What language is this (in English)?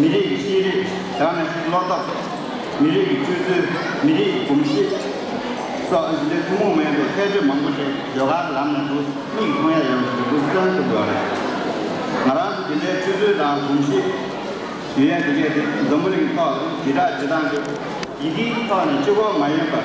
Tibetan